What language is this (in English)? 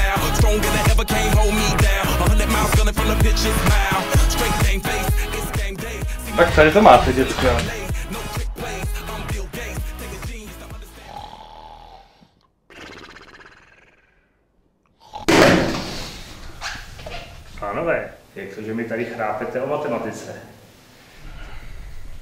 Czech